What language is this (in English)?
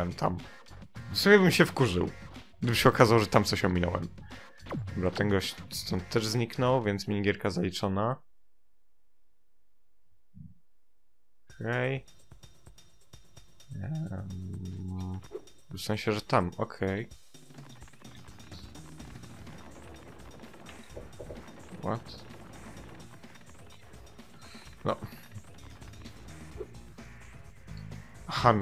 Polish